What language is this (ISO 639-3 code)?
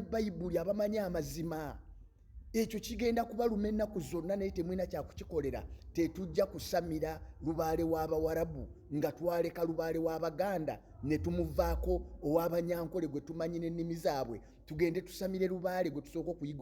lug